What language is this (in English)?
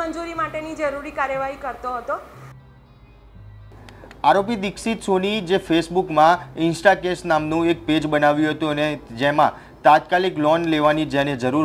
Gujarati